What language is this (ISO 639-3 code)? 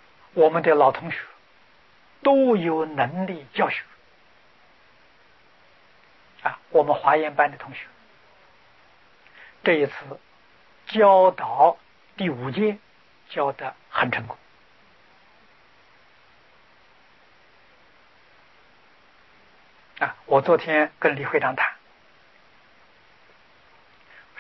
zho